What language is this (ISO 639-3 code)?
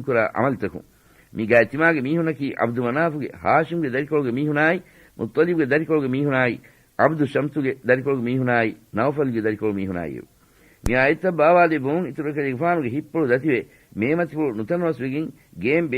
div